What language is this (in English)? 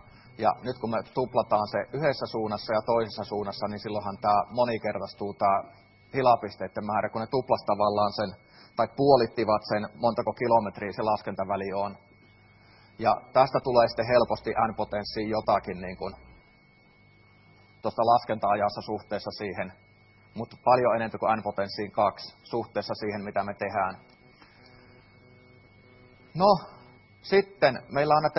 Finnish